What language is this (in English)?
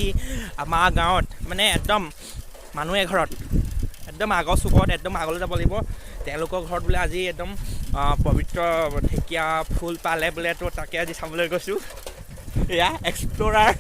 Assamese